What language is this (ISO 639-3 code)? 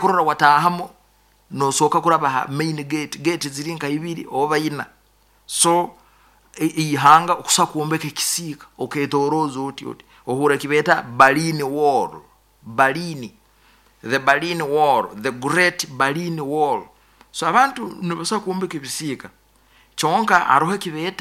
nyo